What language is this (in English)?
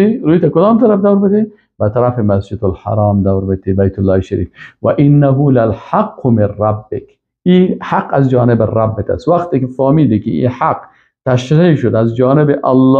Persian